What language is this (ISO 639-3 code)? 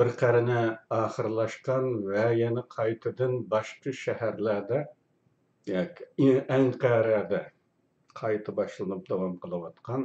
uig